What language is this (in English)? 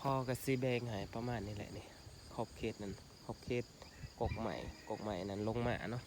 Lao